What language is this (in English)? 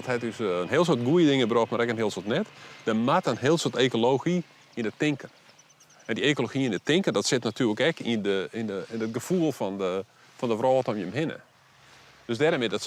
Western Frisian